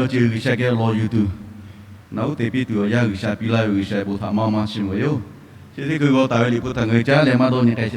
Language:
Lahu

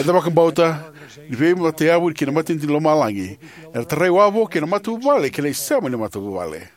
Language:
Fijian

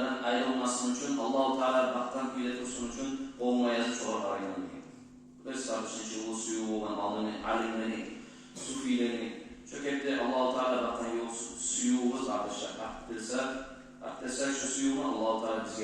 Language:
Kumyk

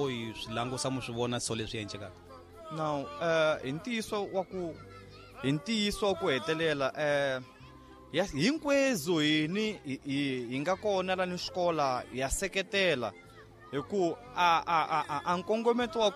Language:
Tsonga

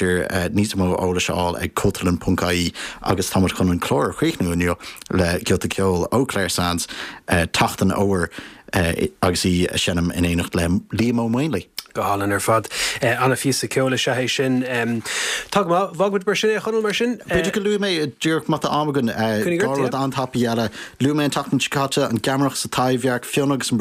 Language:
Irish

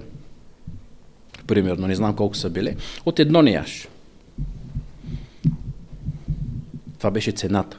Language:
Bulgarian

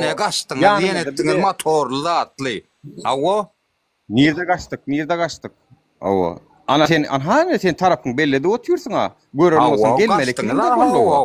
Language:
Turkmen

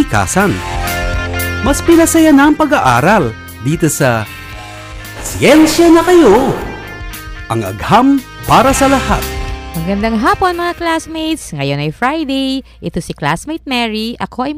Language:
Filipino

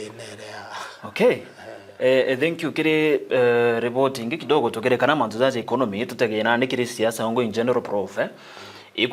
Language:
Meru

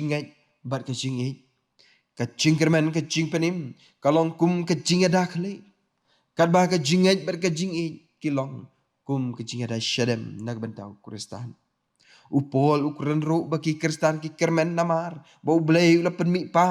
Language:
Khasi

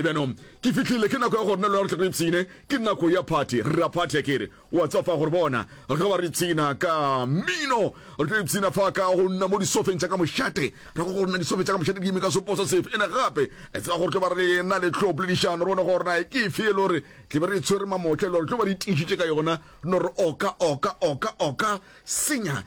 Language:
Northern Sotho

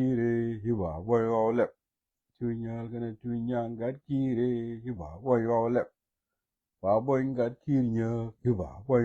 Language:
Nuer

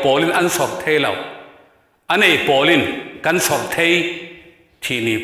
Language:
Falam Chin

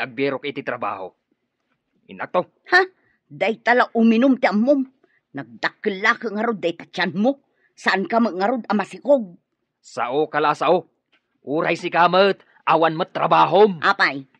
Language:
Iloko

